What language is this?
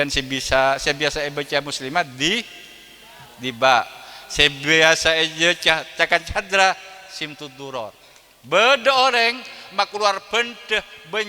Madurese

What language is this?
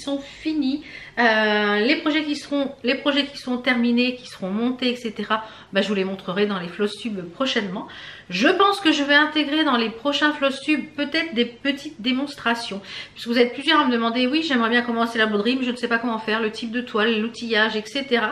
French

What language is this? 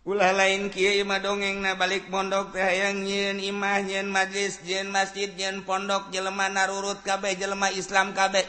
Sundanese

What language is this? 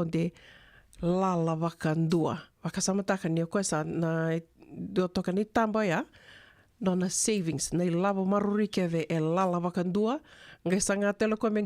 Fijian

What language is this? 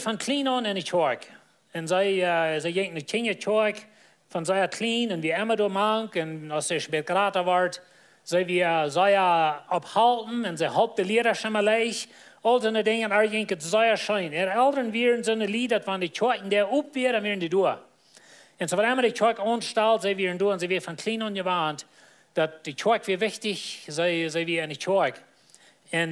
Plautdietsch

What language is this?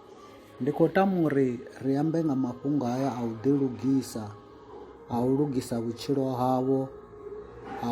Venda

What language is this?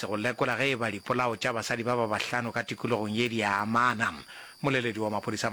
Northern Sotho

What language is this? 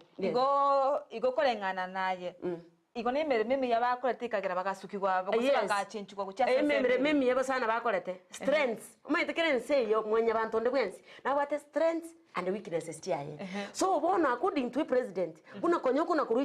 Gusii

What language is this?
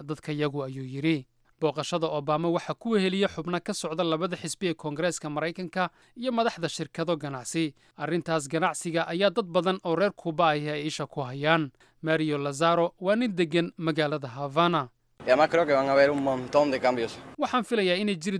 Somali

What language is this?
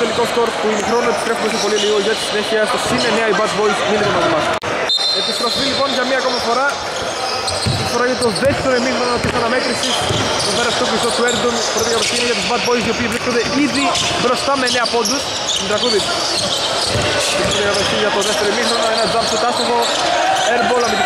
Greek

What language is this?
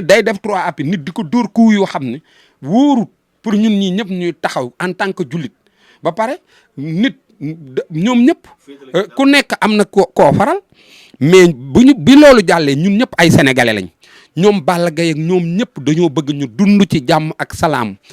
Wolof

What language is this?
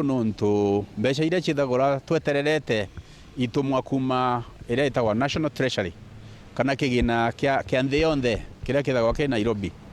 Meru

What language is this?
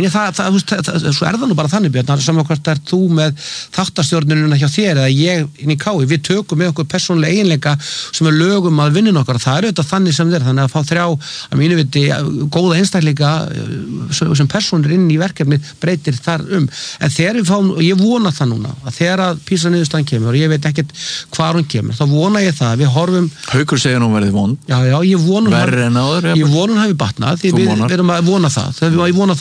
Icelandic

